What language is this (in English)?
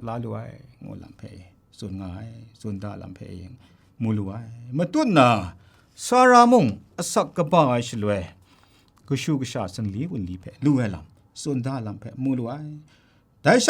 Kachin